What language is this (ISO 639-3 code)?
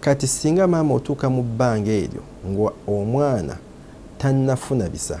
lug